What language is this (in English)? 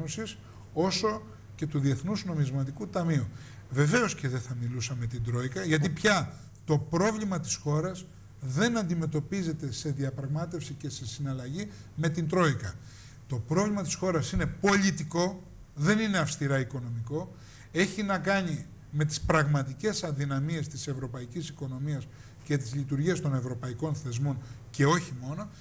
Greek